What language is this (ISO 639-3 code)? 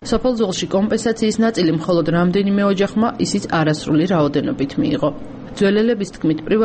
kat